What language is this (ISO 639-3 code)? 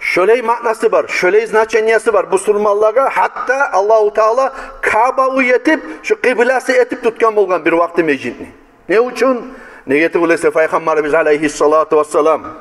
kum